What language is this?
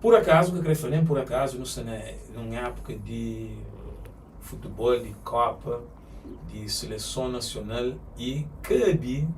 Kabuverdianu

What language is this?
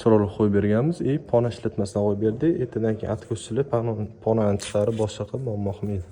Uzbek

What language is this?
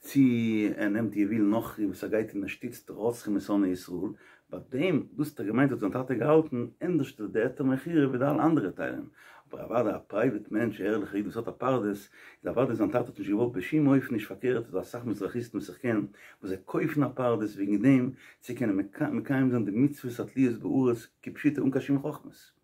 Yiddish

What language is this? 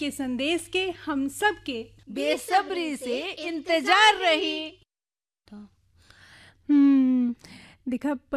Bhojpuri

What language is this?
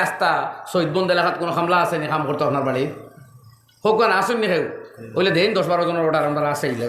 Sylheti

